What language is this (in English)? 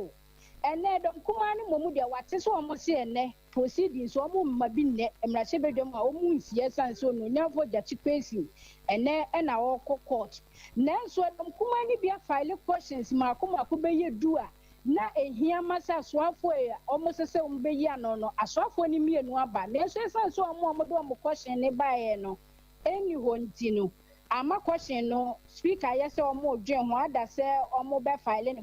Akan